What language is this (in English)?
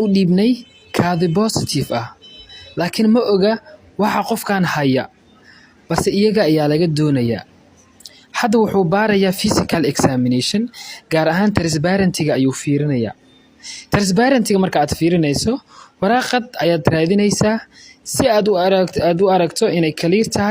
Somali